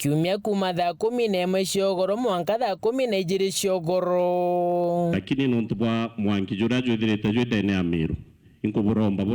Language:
Meru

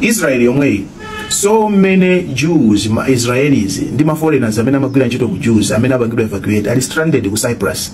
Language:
Nyanja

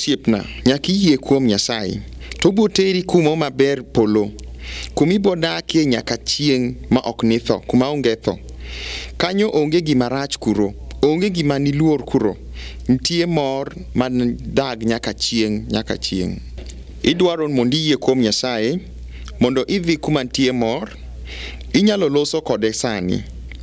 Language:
Luo (Kenya and Tanzania)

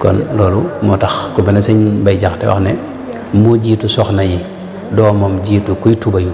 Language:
Wolof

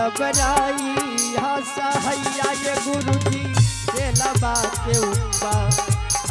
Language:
Angika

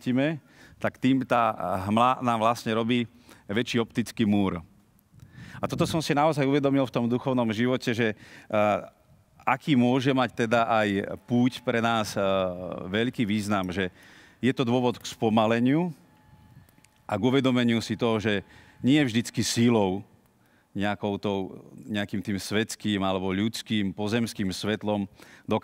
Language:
Slovak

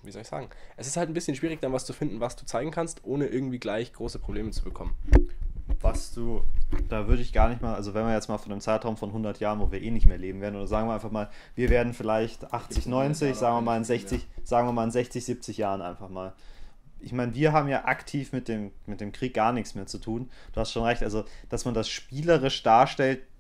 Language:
German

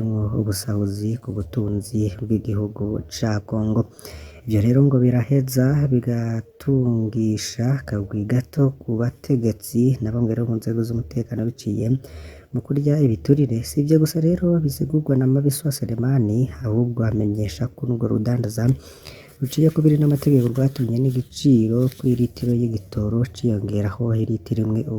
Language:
Rundi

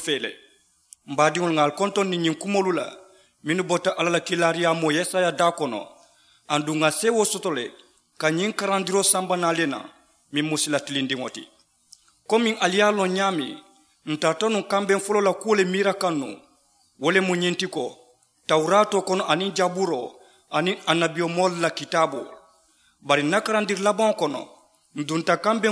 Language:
Mandingo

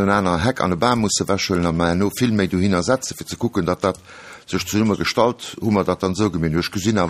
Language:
Luxembourgish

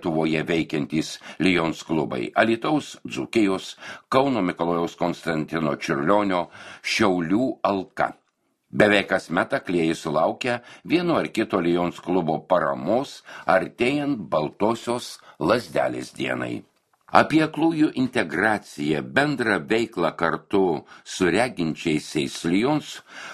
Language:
Lithuanian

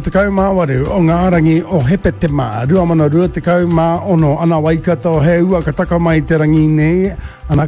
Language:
Māori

